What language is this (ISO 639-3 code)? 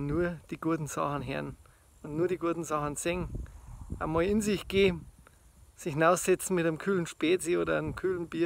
bar